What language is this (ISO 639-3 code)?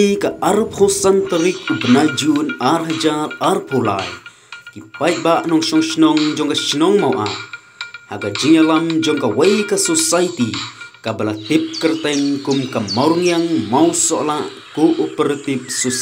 kha